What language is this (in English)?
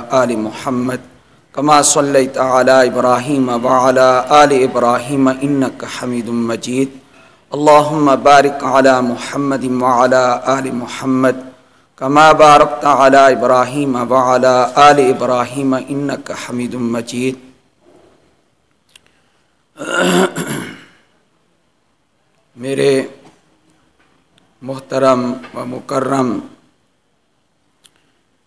Urdu